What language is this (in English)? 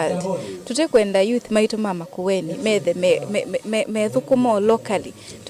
Kamba